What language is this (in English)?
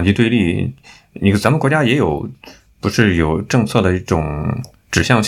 Chinese